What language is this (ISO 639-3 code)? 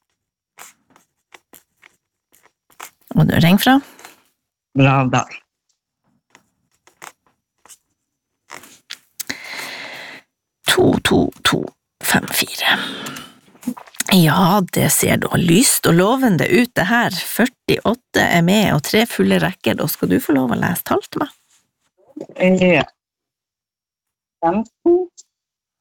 nor